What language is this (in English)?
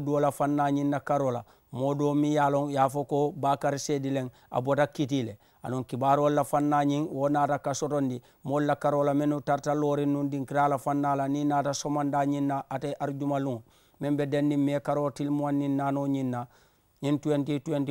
Mandingo